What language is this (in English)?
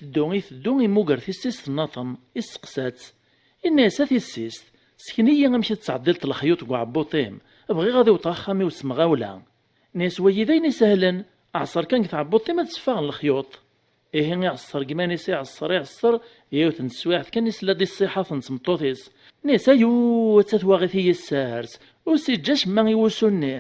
Kabyle